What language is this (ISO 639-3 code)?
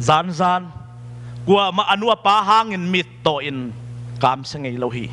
ctd